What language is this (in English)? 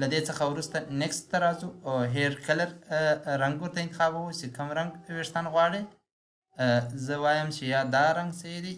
Pashto